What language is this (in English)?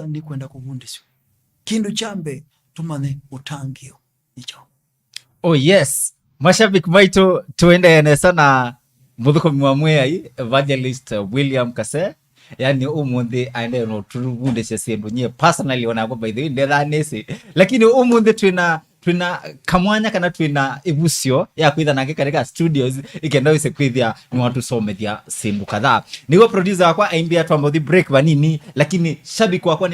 Kamba